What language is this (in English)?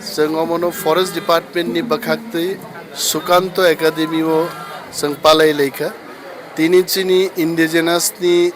Kok Borok